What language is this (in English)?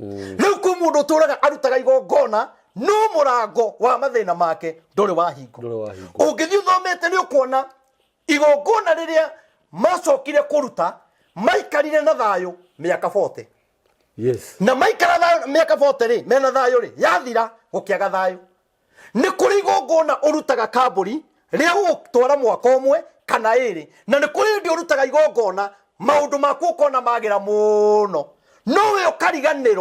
Kikuyu